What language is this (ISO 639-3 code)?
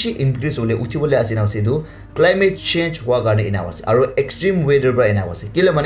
nag